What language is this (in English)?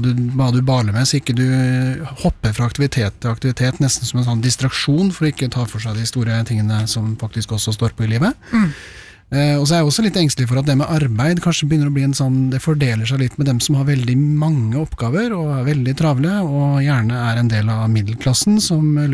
Norwegian